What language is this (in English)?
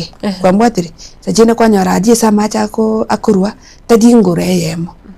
Gusii